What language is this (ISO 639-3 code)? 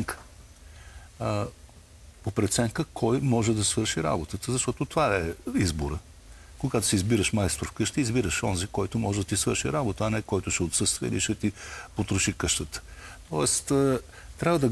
bul